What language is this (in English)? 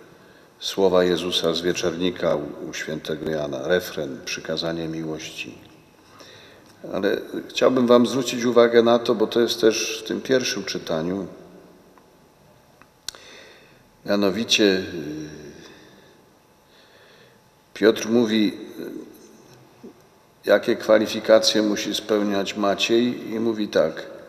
Polish